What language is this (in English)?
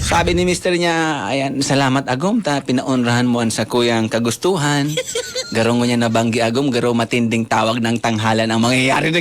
Bikol